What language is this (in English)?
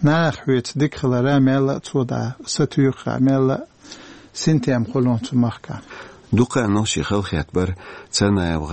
Chechen